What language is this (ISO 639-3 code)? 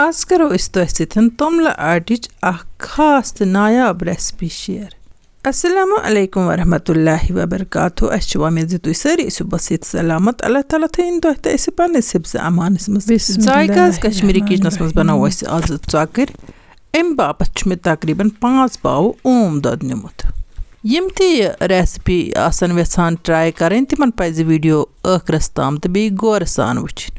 kas